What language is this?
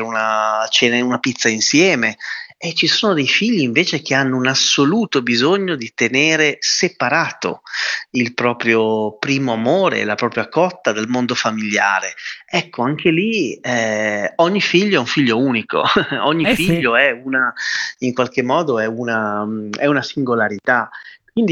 Italian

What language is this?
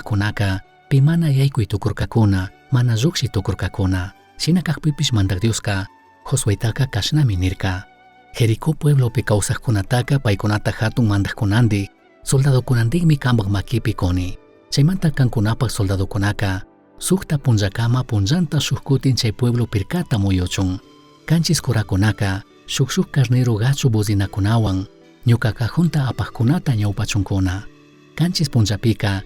Chimborazo Highland Quichua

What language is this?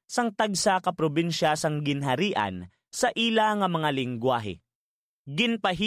Hiligaynon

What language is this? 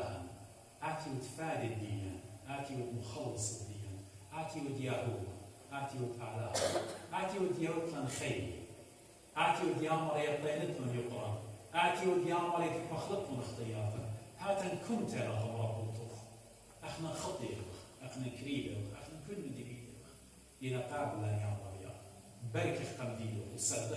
Assyrian Neo-Aramaic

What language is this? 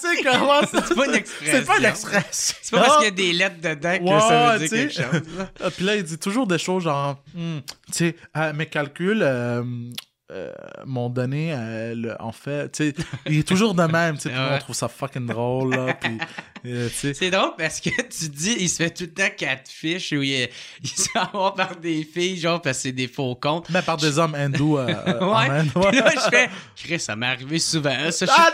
French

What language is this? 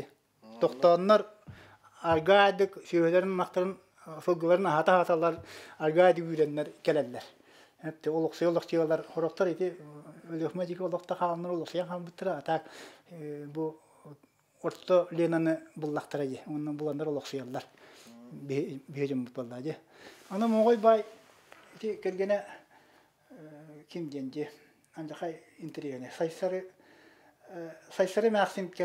Yakut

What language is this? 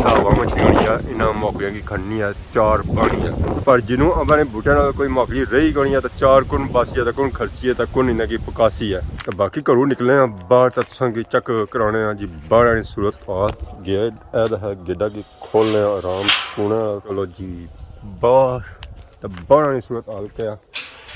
Pahari-Potwari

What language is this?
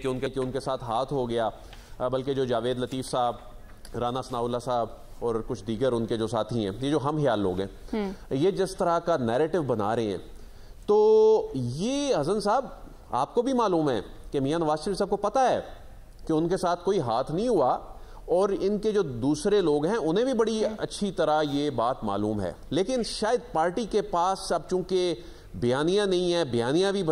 Urdu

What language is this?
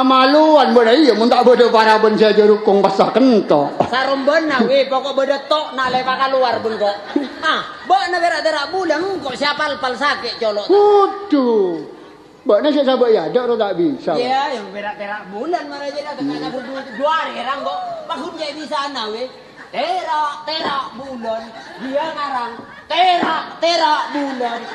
Madurese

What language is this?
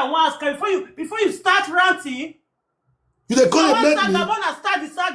Nigerian Pidgin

